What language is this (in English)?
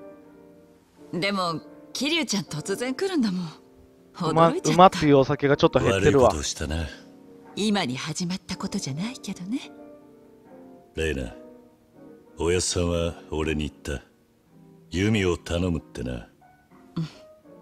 Japanese